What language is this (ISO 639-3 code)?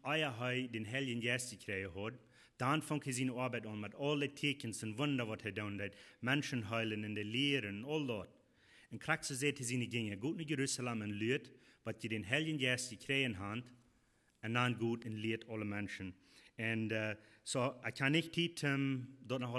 pdt